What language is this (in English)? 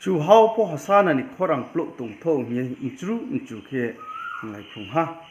Riang (India)